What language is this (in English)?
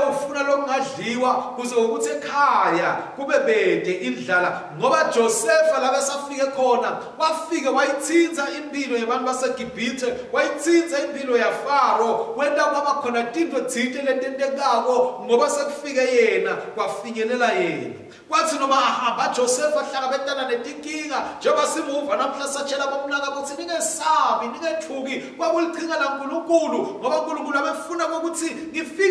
Swati